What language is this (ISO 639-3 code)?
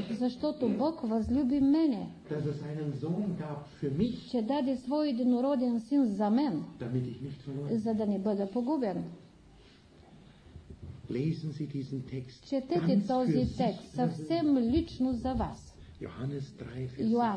bul